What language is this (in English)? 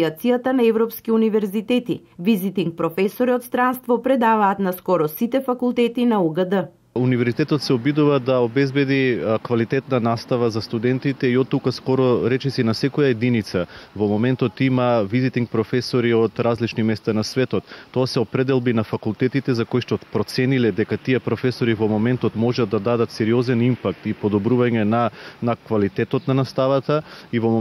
Macedonian